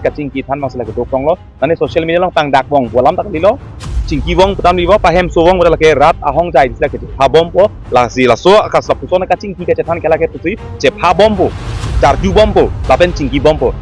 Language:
Karbi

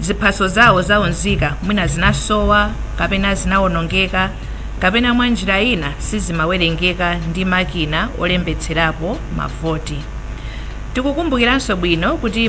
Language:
Nyanja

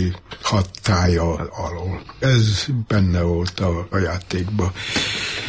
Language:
Hungarian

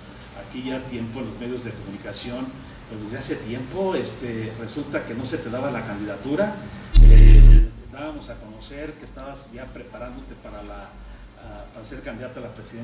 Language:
Spanish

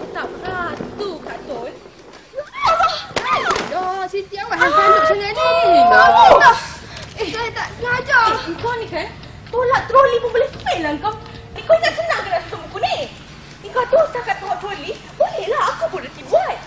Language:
Malay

